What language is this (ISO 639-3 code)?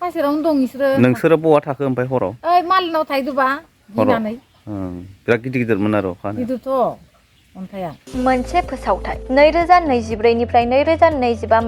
brx